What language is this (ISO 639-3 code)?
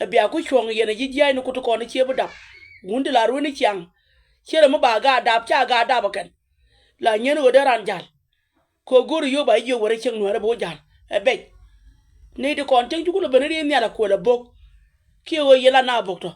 nus